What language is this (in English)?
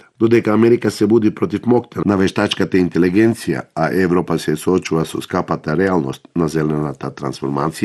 Macedonian